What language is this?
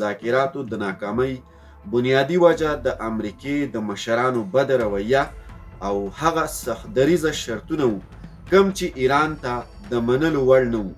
Pashto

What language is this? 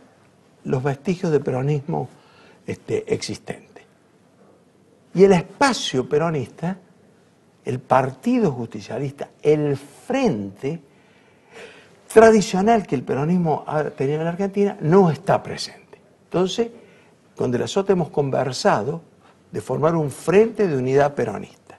Spanish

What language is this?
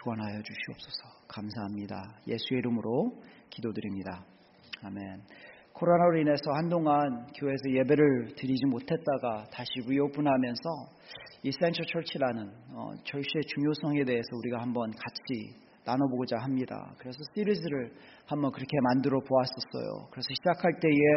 Korean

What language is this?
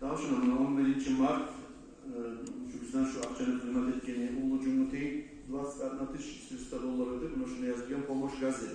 Kumyk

